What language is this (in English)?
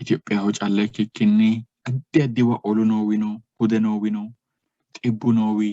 Sidamo